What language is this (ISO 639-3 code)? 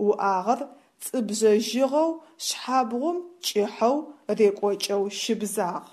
ady